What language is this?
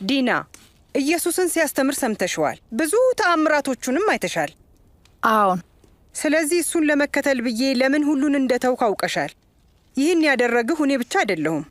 Amharic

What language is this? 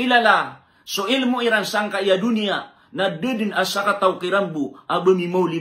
Maranao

